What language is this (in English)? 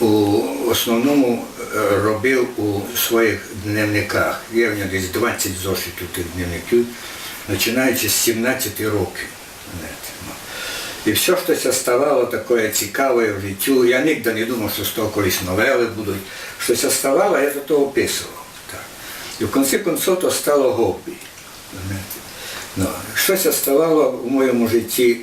Rusyn